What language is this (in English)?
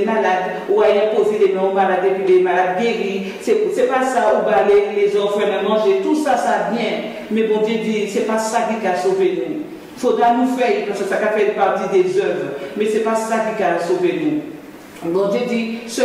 Guadeloupean Creole French